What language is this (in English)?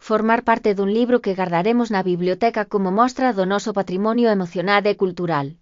Galician